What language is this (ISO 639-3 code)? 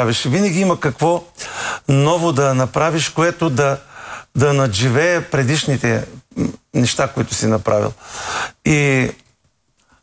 bul